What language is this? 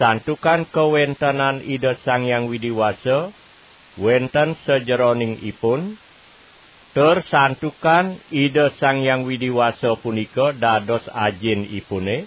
Balinese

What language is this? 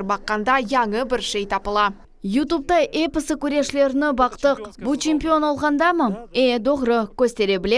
Crimean Tatar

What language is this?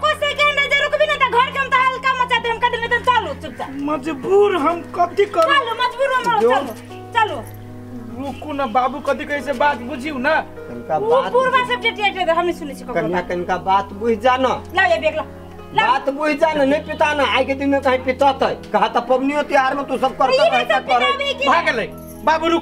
Maithili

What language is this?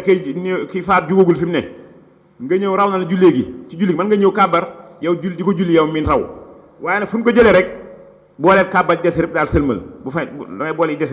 Wolof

